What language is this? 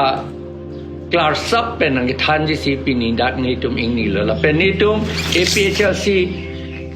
Karbi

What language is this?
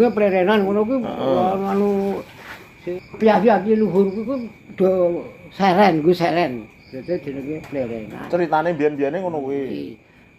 Javanese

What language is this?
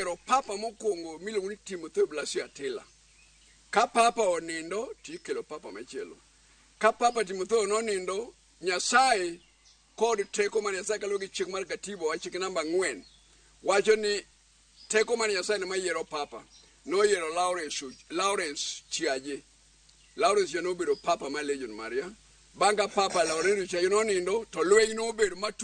Luo (Kenya and Tanzania)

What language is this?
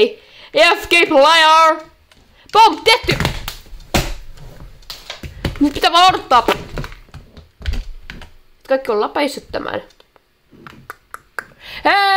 Finnish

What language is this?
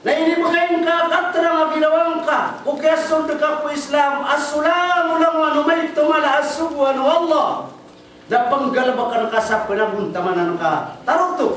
Maranao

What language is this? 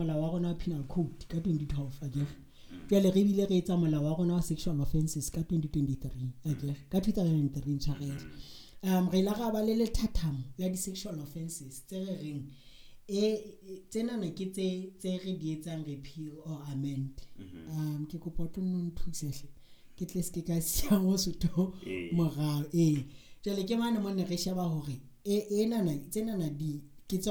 Southern Sotho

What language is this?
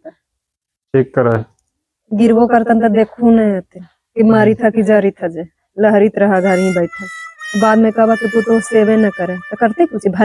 Magahi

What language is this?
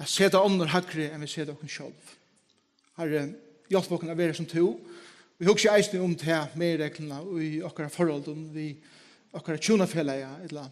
Faroese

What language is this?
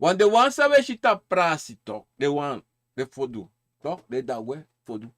Sranan Tongo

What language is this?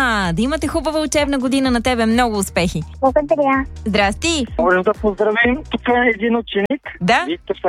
Bulgarian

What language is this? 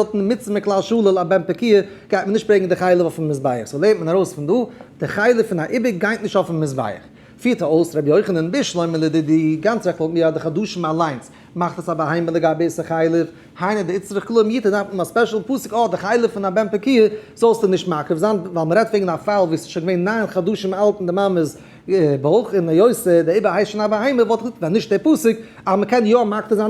Yiddish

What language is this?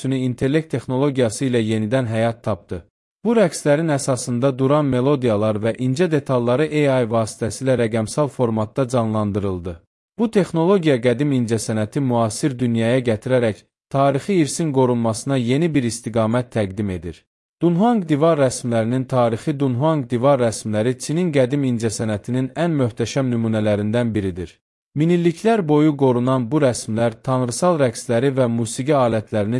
Azerbaijani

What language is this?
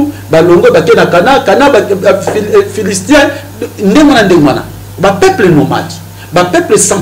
Lingala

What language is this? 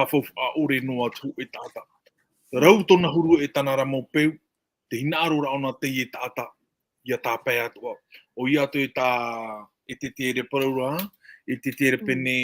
Tahitian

